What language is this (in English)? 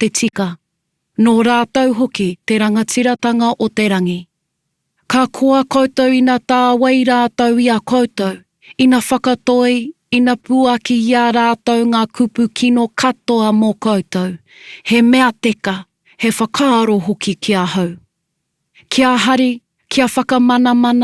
Māori